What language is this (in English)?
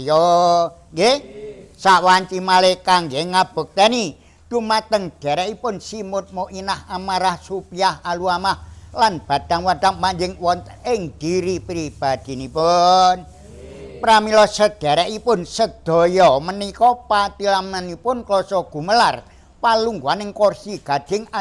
Javanese